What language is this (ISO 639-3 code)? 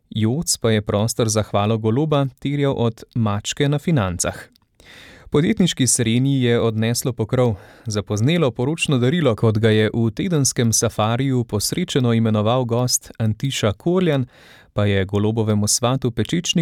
slv